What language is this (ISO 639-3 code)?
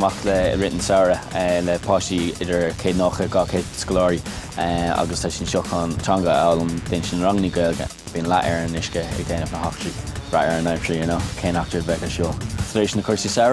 gle